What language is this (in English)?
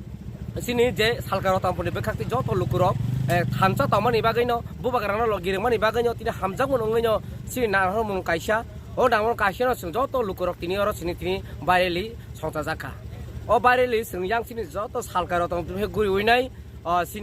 Kok Borok